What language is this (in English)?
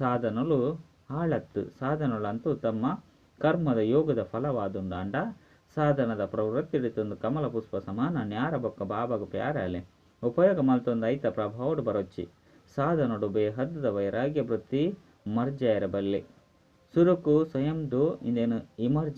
Tulu